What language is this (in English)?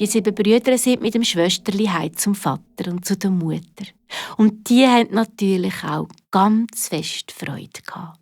Swiss German